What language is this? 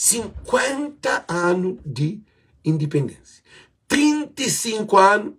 Kabuverdianu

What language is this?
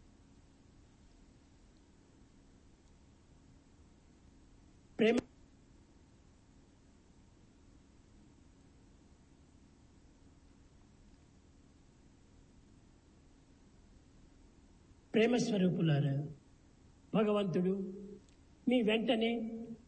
Telugu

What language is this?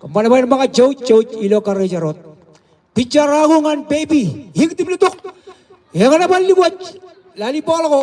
Marshallese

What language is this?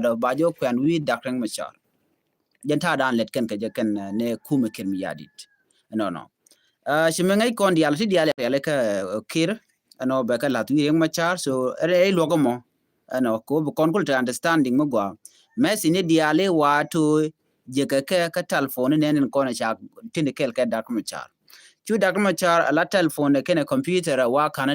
Nuer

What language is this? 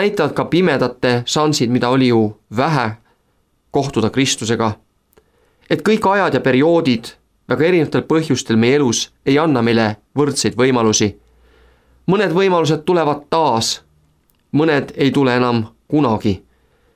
Estonian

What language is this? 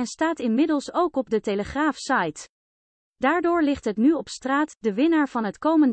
Dutch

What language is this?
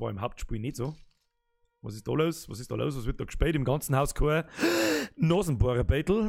Bavarian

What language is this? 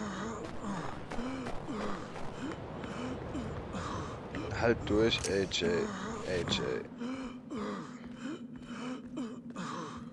German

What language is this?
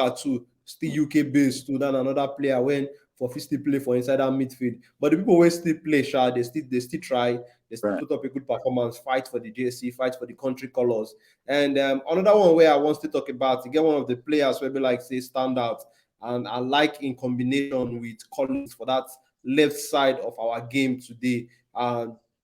Nigerian Pidgin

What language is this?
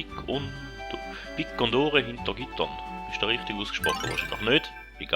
Swiss German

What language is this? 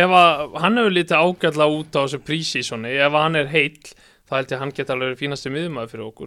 Icelandic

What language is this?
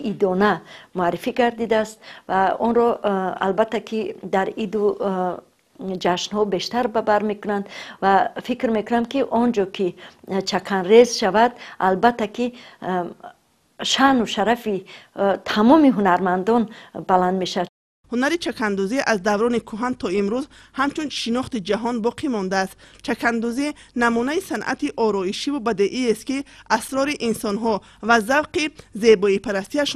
Tajik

